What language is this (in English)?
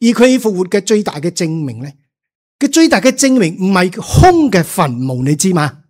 Cantonese